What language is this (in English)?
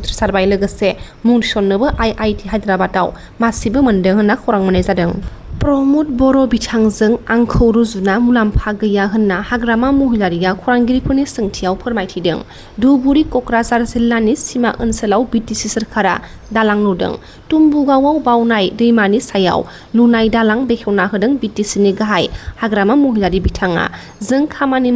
Bodo